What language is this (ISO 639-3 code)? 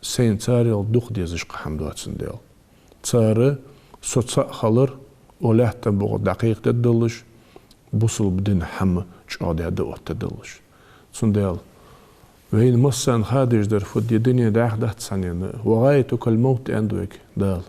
inh